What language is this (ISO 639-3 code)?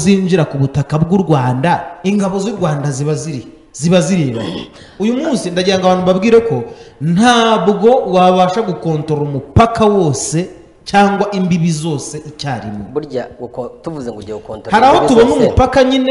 kin